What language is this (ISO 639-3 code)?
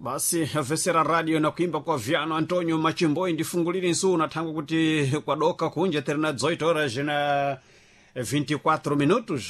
seh